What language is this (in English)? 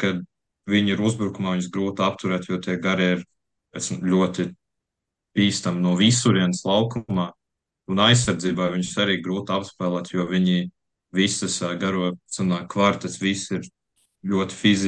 Latvian